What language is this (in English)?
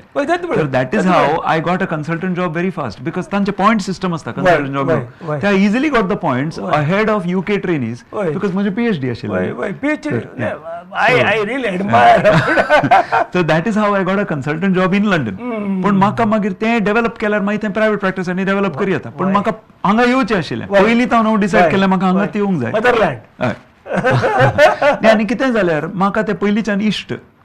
Konkani